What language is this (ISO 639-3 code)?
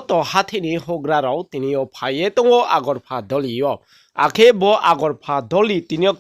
ria